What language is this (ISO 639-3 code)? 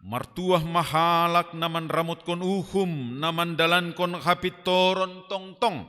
bts